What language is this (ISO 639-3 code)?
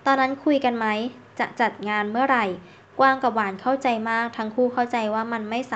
tha